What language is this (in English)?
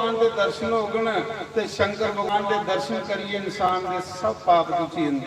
Dogri